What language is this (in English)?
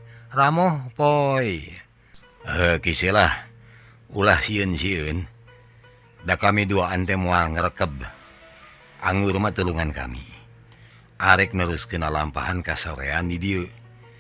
Sundanese